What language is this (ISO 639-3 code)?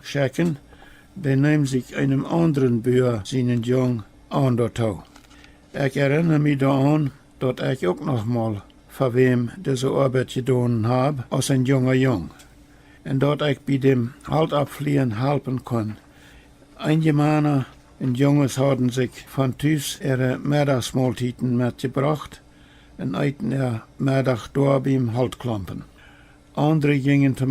pdt